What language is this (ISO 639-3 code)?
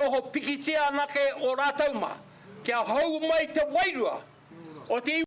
mri